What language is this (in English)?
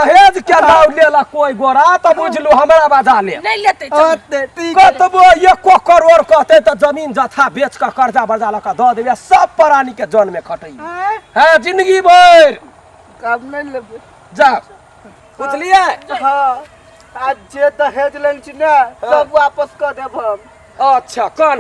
Maithili